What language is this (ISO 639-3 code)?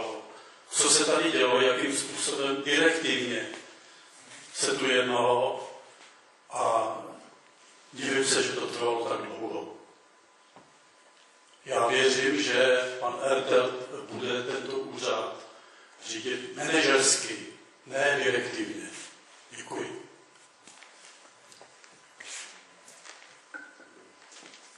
ces